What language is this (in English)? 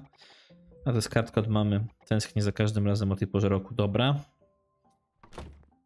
Polish